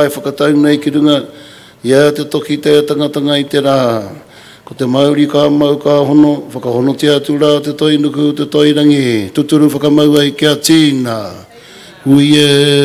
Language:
Māori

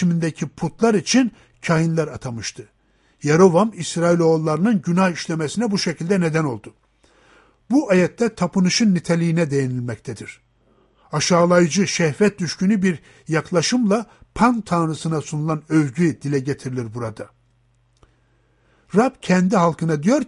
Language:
Turkish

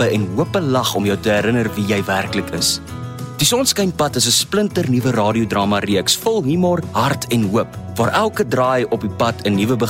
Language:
Afrikaans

